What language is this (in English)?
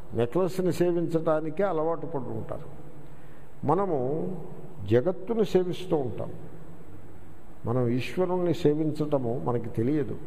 Telugu